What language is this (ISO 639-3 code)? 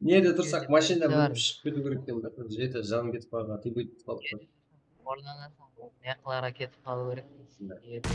kaa